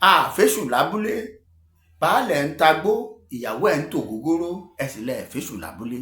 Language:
Yoruba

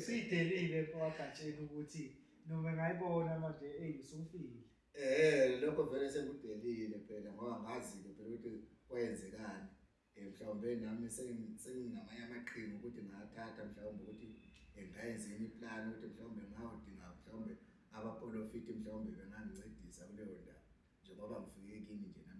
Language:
Zulu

